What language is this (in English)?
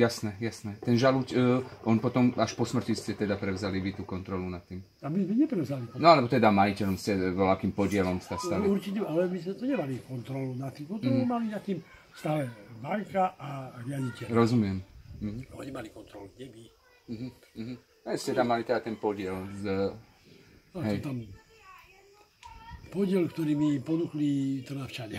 Slovak